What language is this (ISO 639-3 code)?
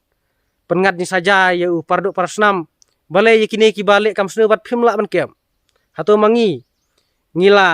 kha